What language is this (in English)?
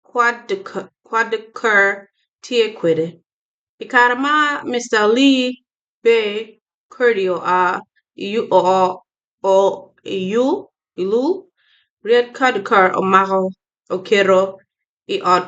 Acoli